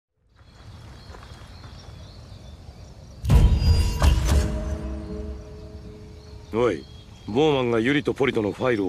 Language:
Japanese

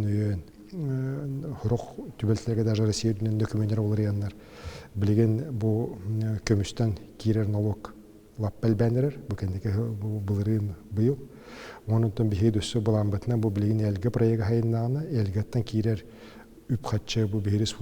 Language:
Yakut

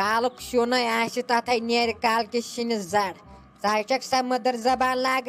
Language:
Kashmiri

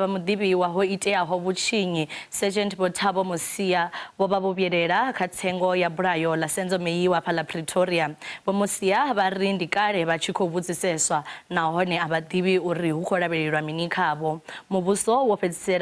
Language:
Venda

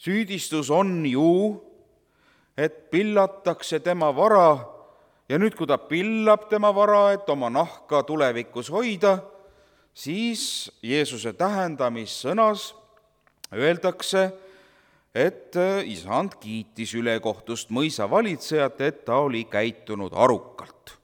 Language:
Estonian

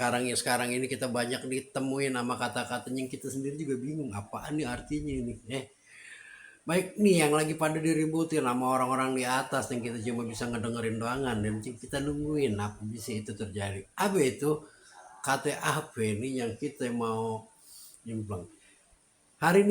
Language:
Betawi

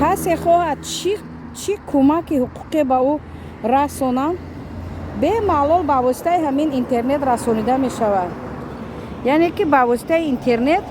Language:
Tajik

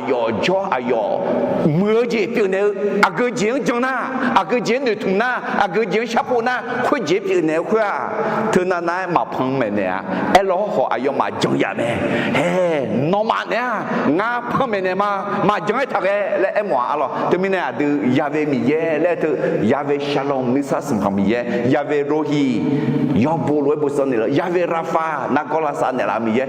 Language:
Akha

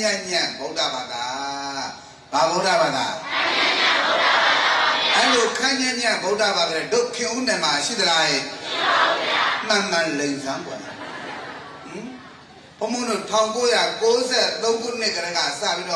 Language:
Burmese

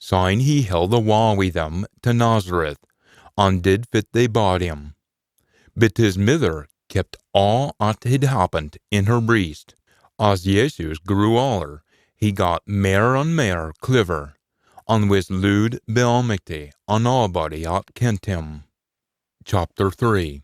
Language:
Scots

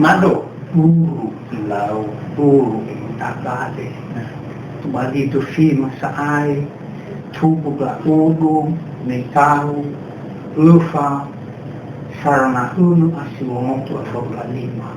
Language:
Nias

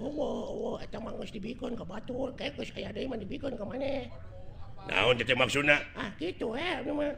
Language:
Sundanese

